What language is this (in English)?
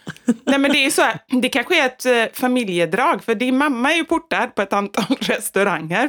Swedish